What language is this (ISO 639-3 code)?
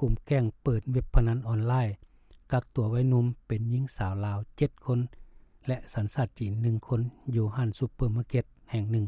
lao